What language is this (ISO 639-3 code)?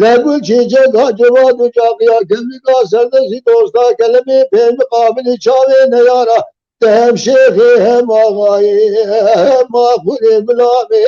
kur